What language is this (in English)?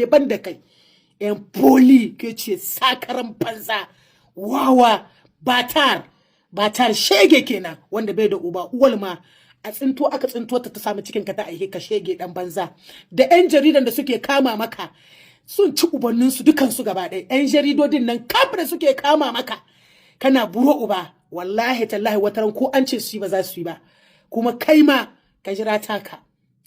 Hausa